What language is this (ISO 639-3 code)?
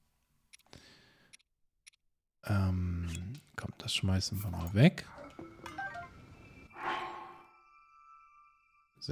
deu